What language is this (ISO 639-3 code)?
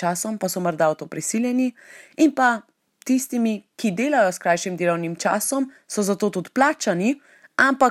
slv